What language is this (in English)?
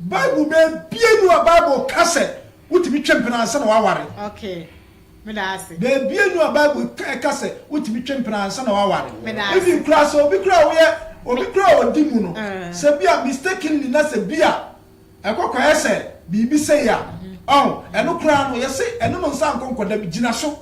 Akan